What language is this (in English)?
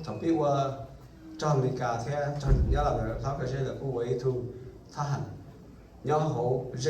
Hmong